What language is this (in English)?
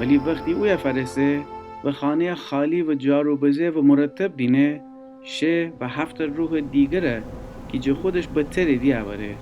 Gilaki